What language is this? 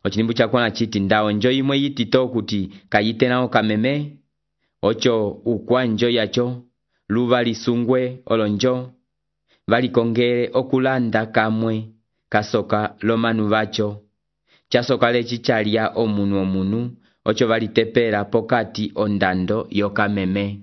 Umbundu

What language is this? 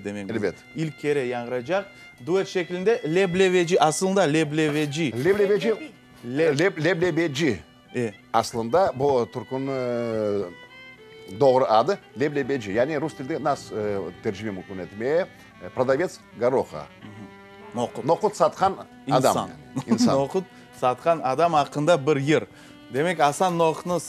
Crimean Tatar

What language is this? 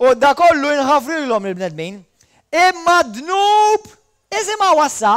Maltese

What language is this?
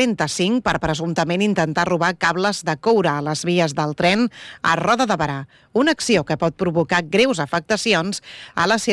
Catalan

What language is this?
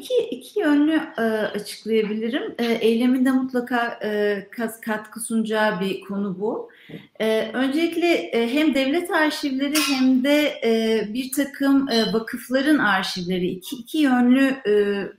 Turkish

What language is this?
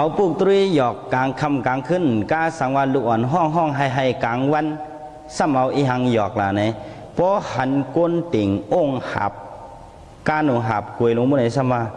Shan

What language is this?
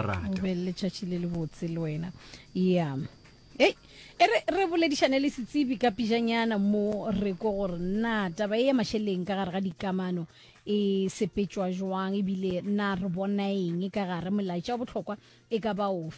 Northern Sotho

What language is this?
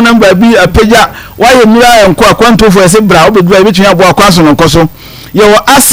Akan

